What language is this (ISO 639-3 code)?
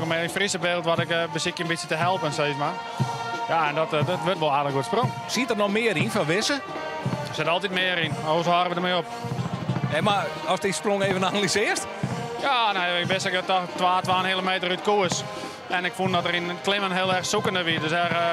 fry